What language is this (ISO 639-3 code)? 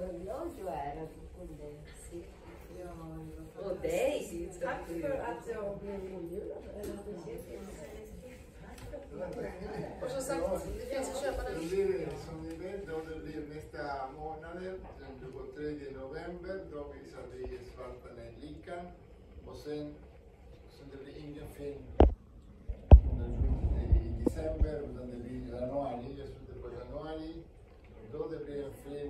swe